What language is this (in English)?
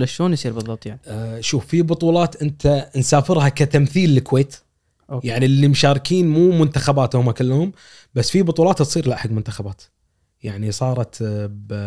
Gulf Arabic